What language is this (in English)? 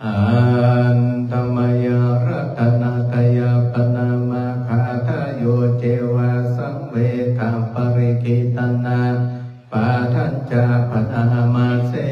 Pali